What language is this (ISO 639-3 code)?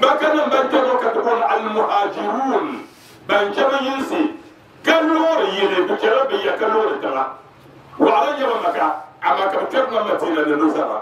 dag